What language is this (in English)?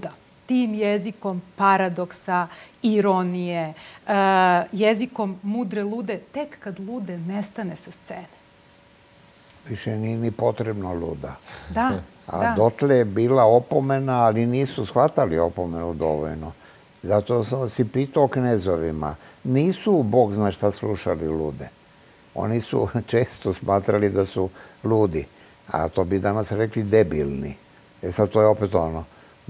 Serbian